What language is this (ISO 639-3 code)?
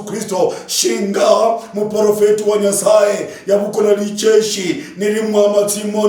luy